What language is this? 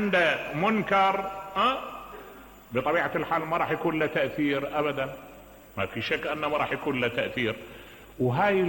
Mesopotamian Arabic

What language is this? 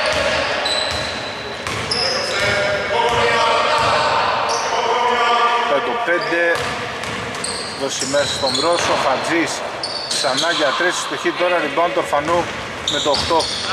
Greek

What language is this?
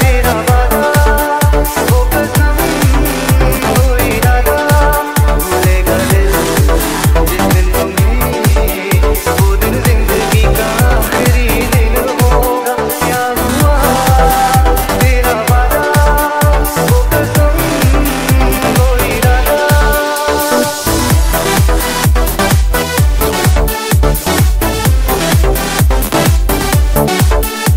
Hindi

